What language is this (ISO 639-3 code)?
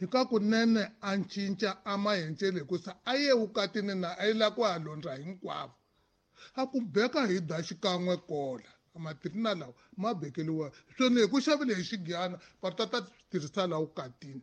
tso